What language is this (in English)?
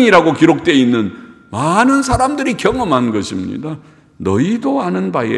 Korean